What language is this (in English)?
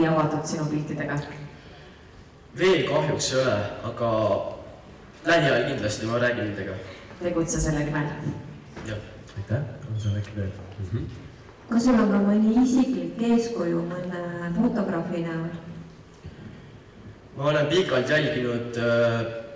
Estonian